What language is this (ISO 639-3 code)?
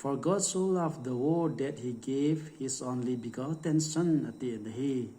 tcz